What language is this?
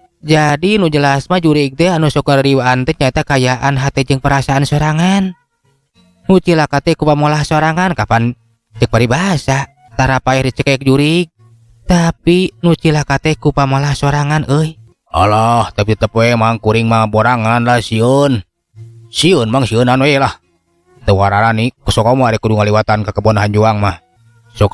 Sundanese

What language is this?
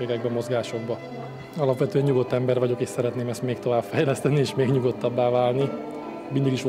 Hungarian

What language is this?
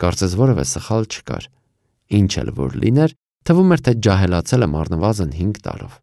Armenian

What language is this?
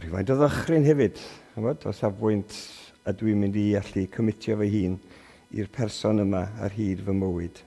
Welsh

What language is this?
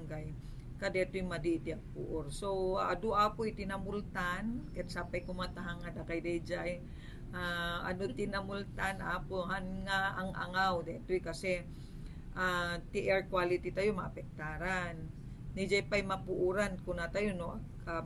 Iloko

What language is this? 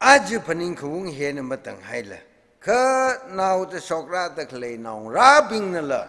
Tangkhul Naga (India)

